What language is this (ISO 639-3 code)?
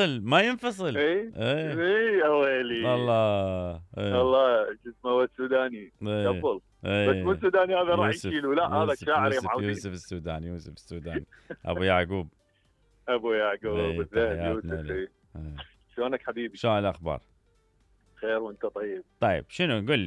acm